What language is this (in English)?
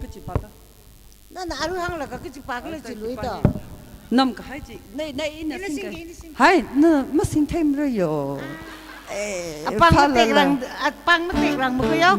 Tangkhul Naga (India)